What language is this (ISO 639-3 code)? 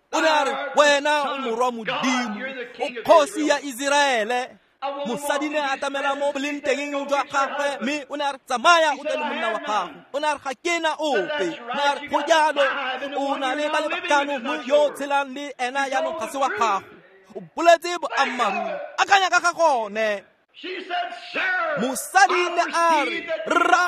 tsn